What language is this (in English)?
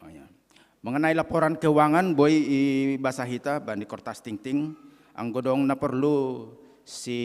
Batak Simalungun